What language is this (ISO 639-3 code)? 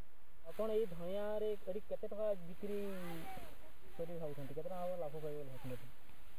ori